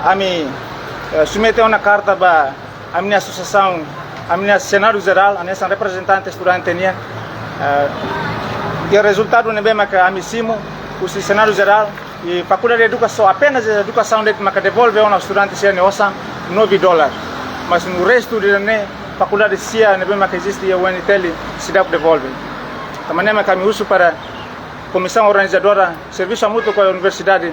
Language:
Tetum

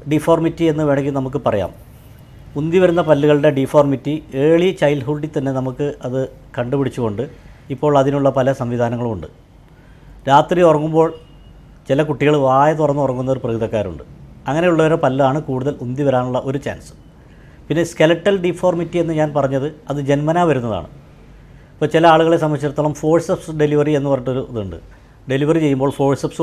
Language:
Malayalam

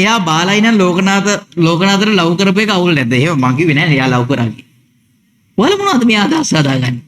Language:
Sinhala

